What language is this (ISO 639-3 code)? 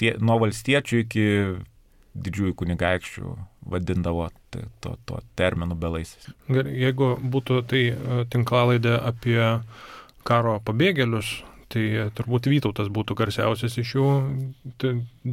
lit